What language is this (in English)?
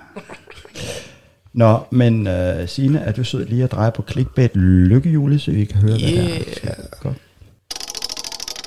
Danish